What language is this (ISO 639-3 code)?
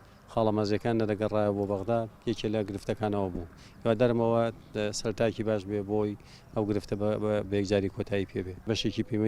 ckb